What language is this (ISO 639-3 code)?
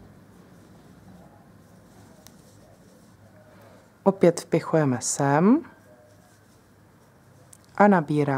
ces